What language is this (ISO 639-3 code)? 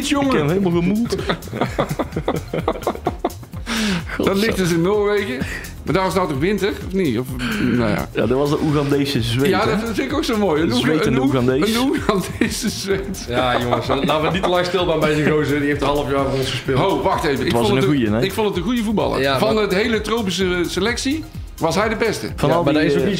nld